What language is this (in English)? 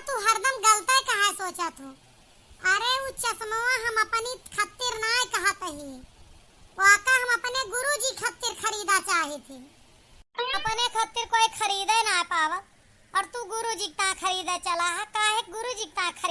Awadhi